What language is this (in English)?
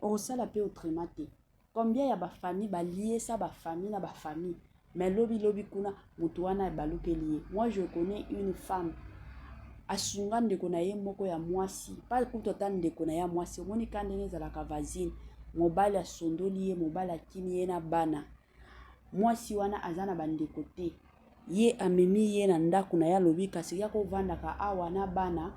Lingala